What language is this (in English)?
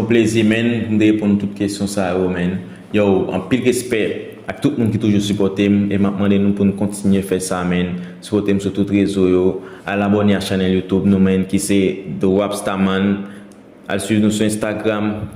Haitian Creole